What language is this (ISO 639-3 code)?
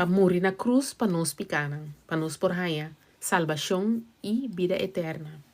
pap